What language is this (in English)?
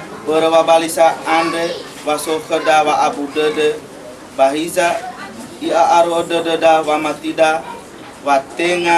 Nias